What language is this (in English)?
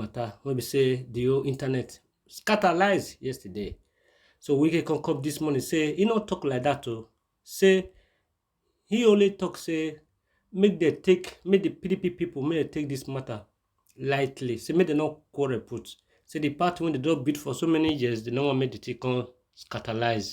Nigerian Pidgin